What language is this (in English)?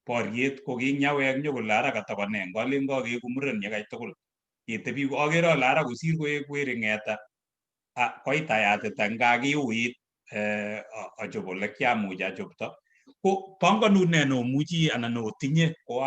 Kalenjin